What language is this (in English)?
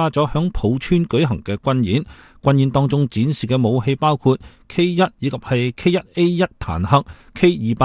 Cantonese